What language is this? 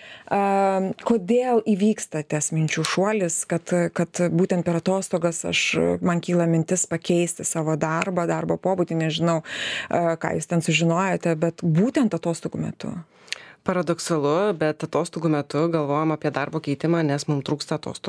Lithuanian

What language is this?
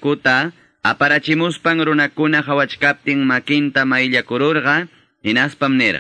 Quechua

